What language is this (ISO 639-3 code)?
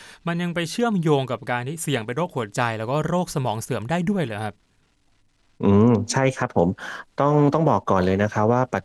tha